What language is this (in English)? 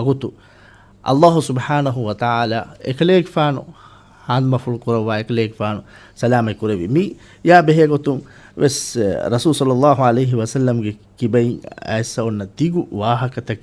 Divehi